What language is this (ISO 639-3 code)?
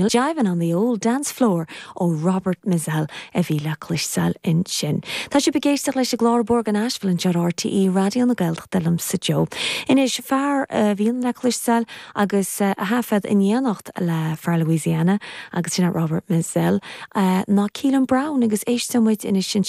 gle